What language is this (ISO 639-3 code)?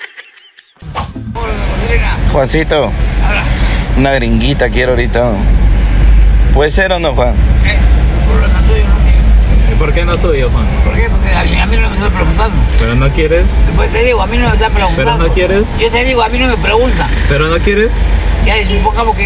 spa